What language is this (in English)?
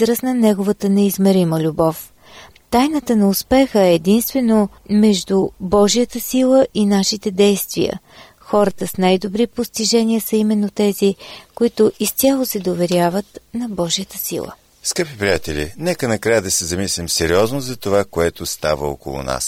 Bulgarian